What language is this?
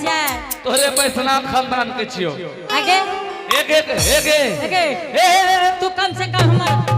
Angika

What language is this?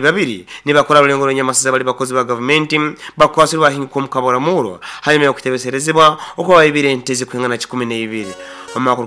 Nyoro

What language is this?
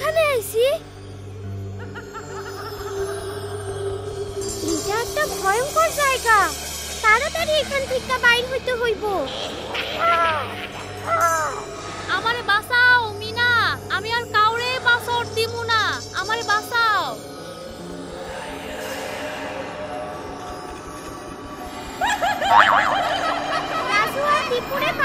Bangla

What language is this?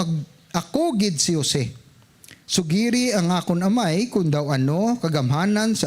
Hiligaynon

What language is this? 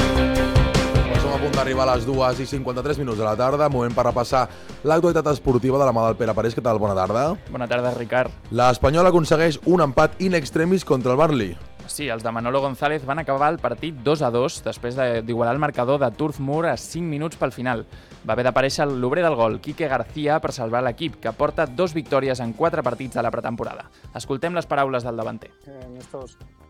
Catalan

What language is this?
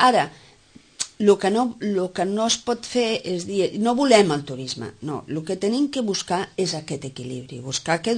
Catalan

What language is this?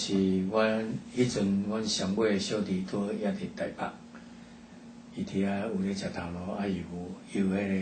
Min Nan Chinese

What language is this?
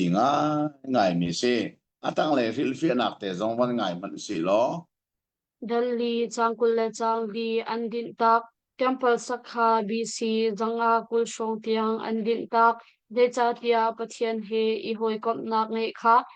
Hakha Chin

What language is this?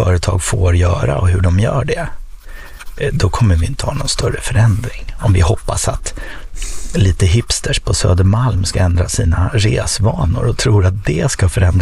Swedish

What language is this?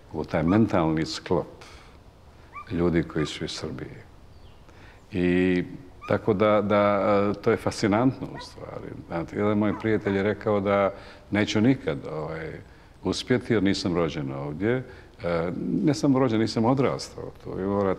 Serbian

